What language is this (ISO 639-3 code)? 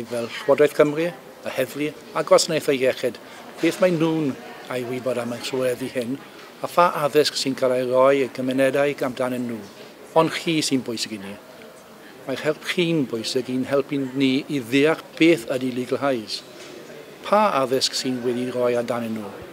cym